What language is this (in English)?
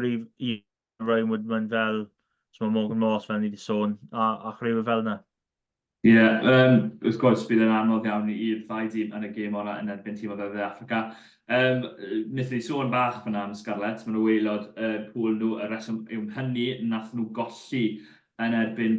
Welsh